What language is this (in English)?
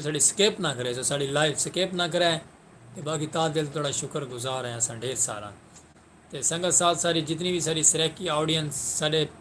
Saraiki